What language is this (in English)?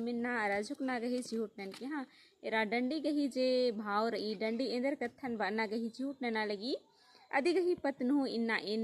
Kurukh